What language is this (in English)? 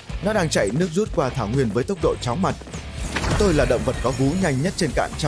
Vietnamese